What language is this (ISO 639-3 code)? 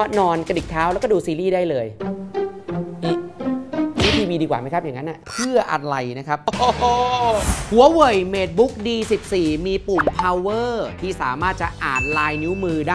tha